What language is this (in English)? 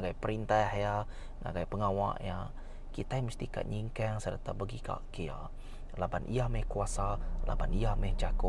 Iban